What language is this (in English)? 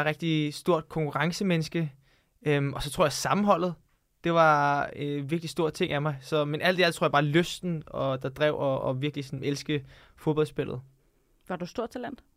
Danish